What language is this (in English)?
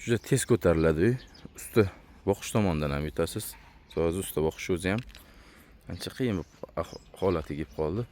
Uzbek